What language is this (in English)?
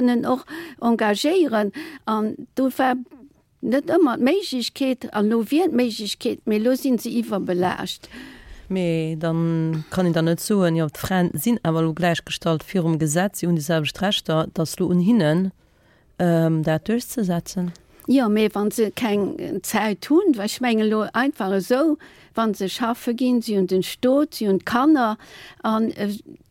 Luxembourgish